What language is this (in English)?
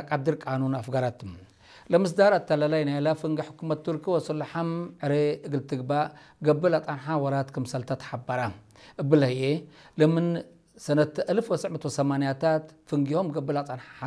Tigre